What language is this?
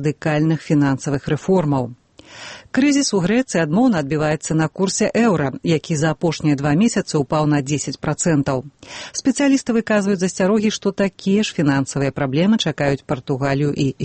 Belarusian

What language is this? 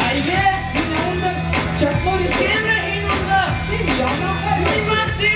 Bashkir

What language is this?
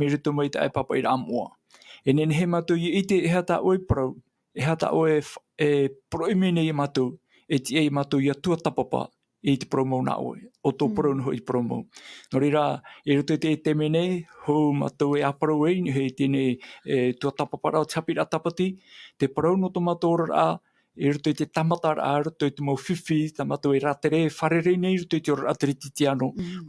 Tahitian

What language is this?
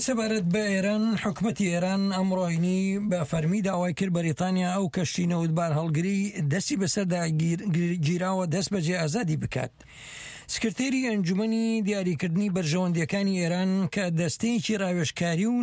Central Kurdish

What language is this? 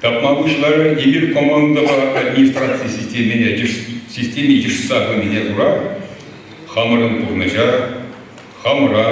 Chuvash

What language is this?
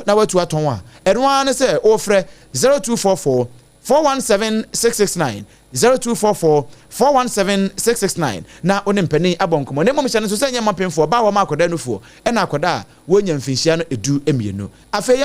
Akan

